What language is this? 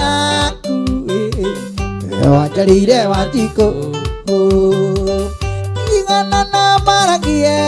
Kikuyu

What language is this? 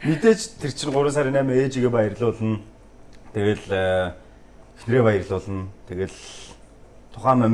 Mongolian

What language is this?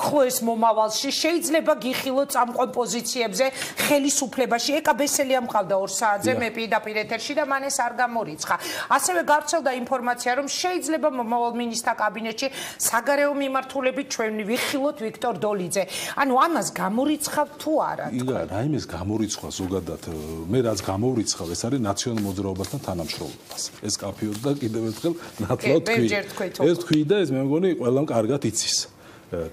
Georgian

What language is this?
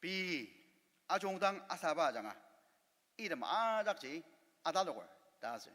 Ao Naga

